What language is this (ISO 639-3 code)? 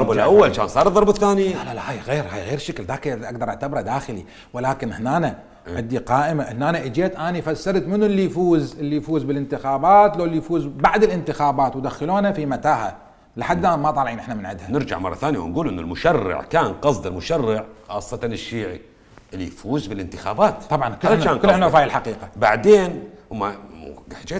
acm